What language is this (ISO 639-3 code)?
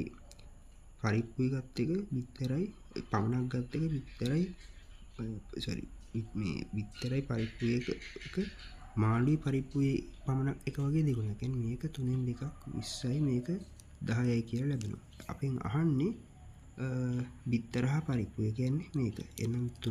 sin